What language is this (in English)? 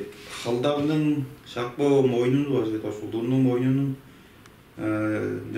Tuvinian